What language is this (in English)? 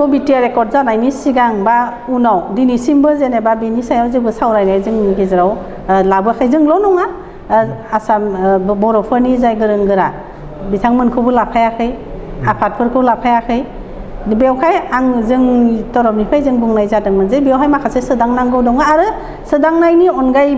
Bodo